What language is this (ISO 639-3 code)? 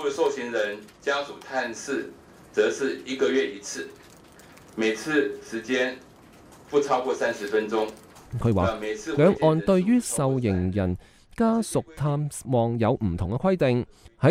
yue